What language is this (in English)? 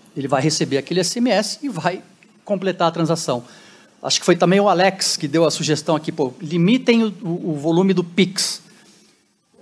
Portuguese